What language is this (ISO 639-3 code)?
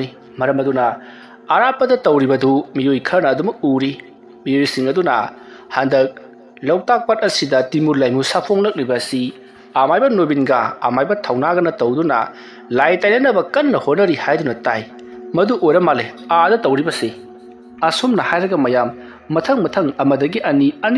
mni